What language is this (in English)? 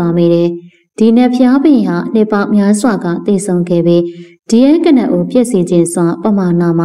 Burmese